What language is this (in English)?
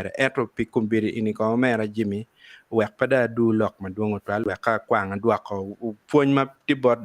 Acoli